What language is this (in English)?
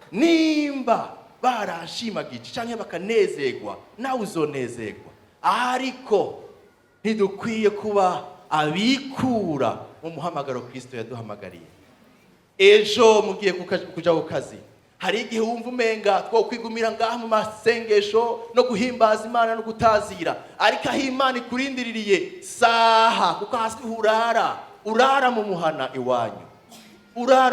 Rundi